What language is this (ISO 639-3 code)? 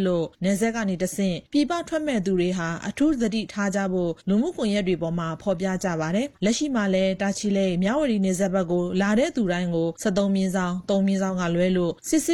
mya